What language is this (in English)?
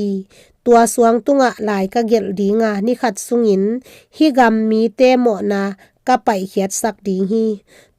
Tedim Chin